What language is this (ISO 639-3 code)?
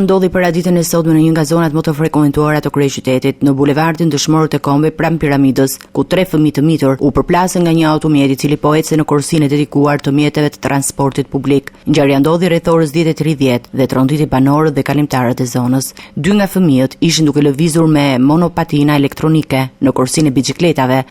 sqi